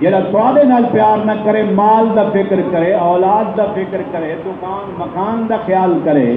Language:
Saraiki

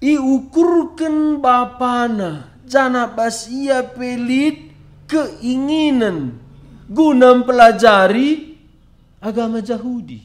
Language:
Batak Karo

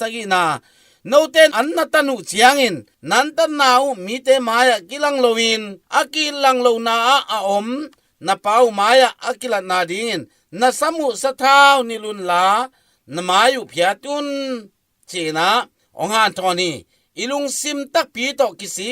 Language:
Tedim Chin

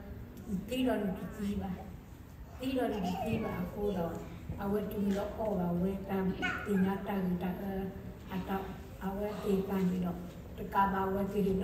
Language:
S'gaw Karen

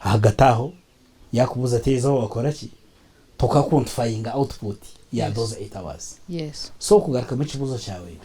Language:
Nyankole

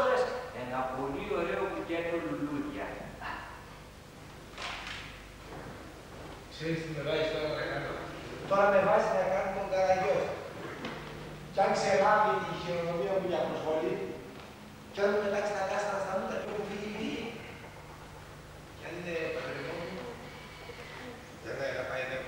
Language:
Greek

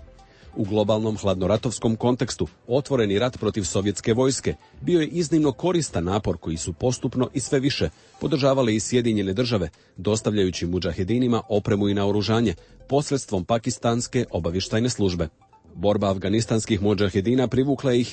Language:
Croatian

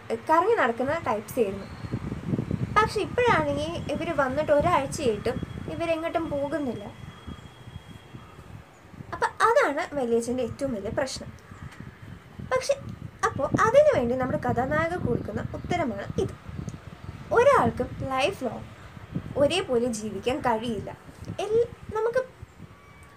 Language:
Malayalam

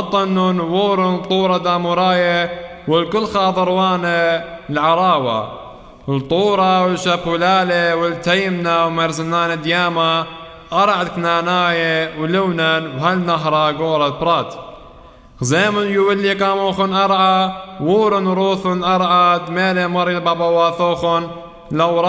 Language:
Classical Syriac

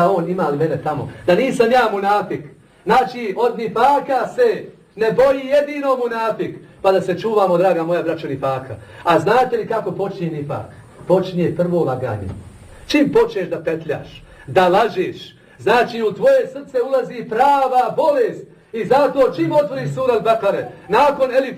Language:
Bosnian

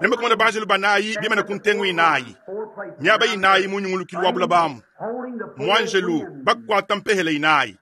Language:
Luba-Lulua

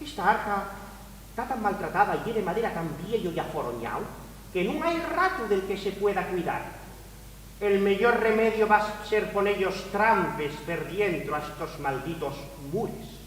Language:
Asturian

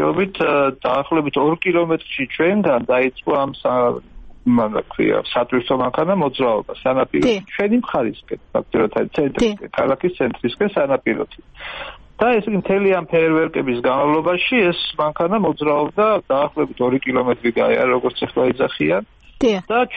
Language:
Georgian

